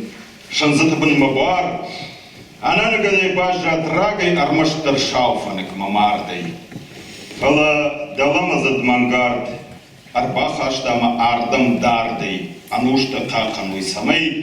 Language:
Ossetic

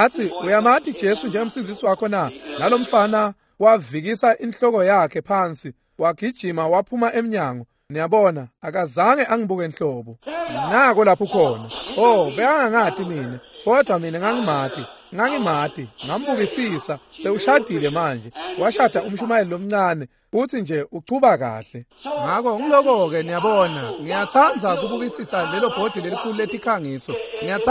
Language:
Swati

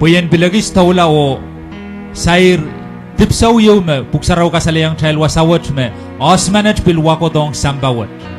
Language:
Pohnpeian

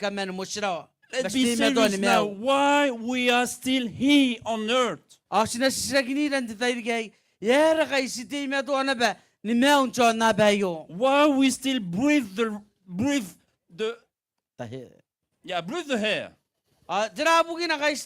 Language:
Gilbertese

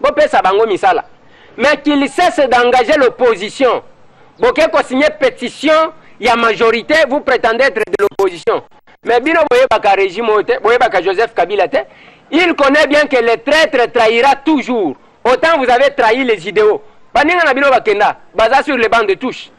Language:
Lingala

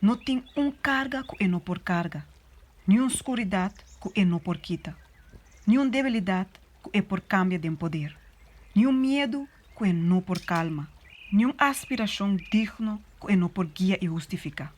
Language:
Papiamento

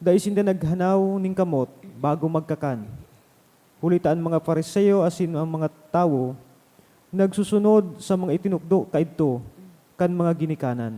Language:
Bikol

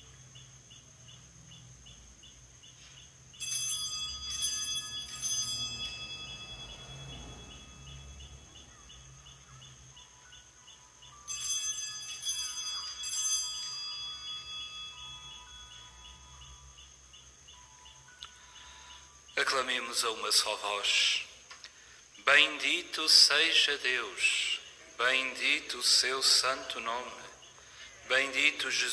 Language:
Portuguese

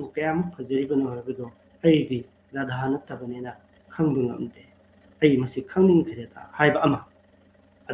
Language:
Manipuri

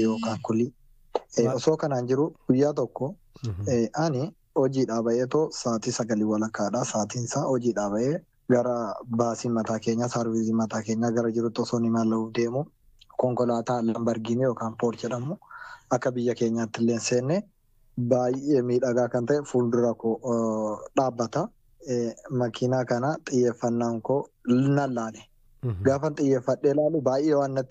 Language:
Oromo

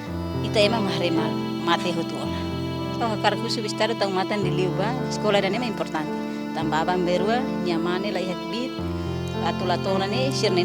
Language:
Tetum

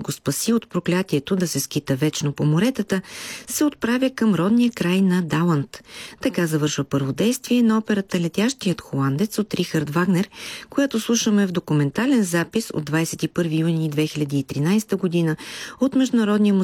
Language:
Bulgarian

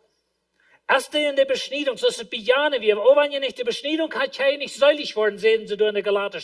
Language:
Plautdietsch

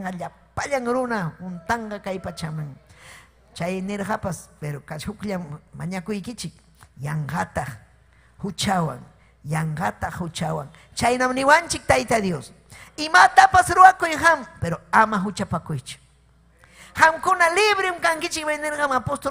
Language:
Ayacucho Quechua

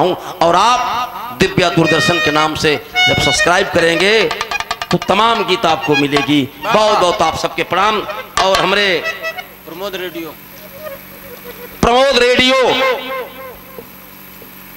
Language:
Bhojpuri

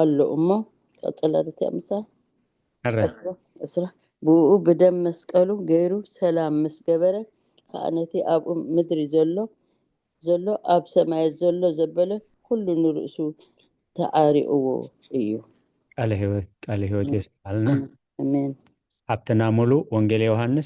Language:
Tigrinya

